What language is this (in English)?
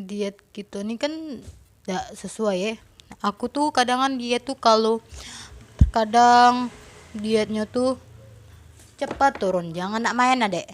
Musi